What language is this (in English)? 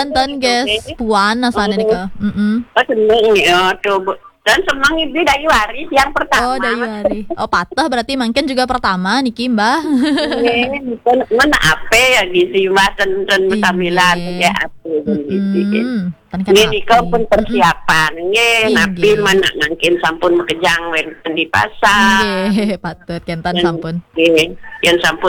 Balinese